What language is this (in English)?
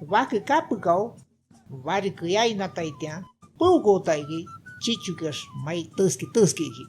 Shipibo-Conibo